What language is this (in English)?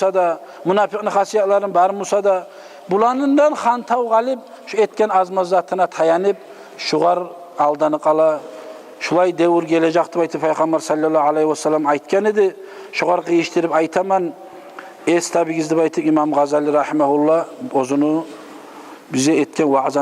Kumyk